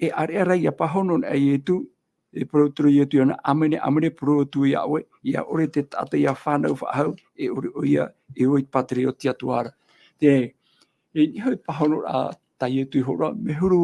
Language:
Tahitian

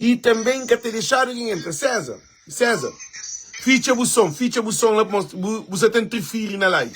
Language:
Kabuverdianu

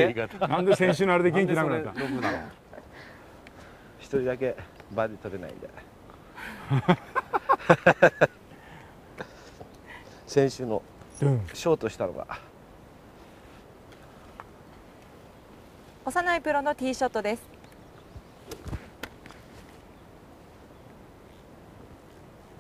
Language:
Japanese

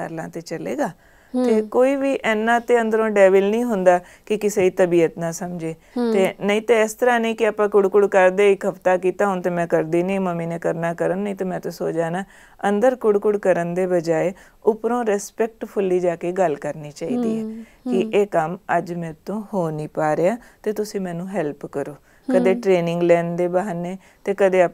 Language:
Punjabi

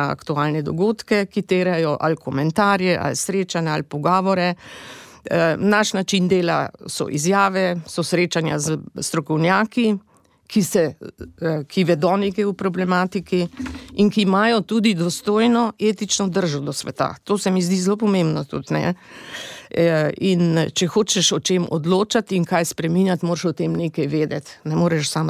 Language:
Slovenian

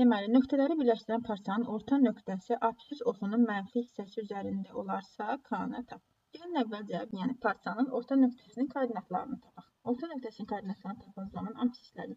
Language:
Azerbaijani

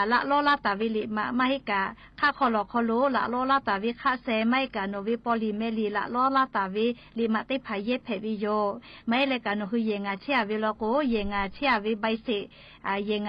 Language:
Lahu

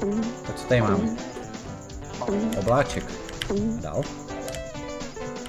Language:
Czech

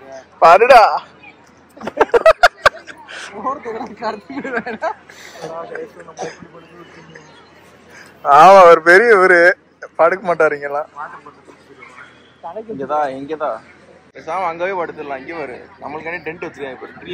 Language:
Tamil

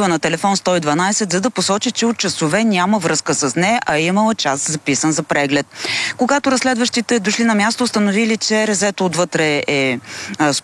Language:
Bulgarian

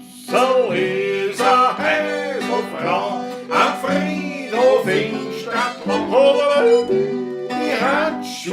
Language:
Bavarian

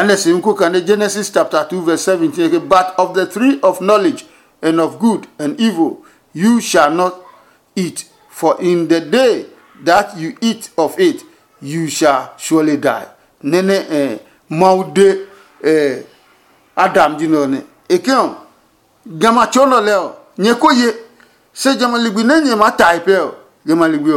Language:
Adangme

